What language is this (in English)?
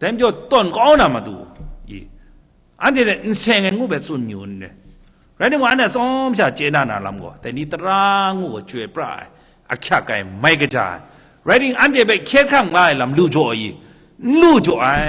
Kachin